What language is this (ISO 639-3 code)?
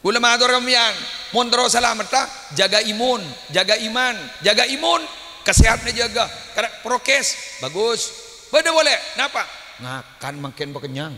mad